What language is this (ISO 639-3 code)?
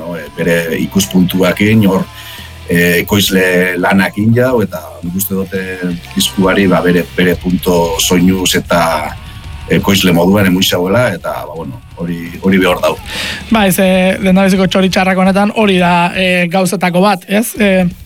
eus